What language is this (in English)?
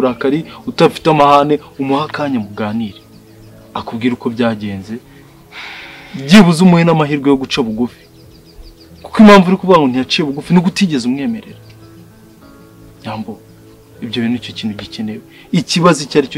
Kinyarwanda